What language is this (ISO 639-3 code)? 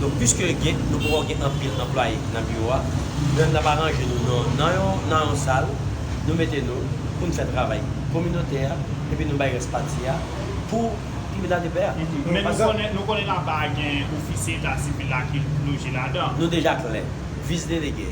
hat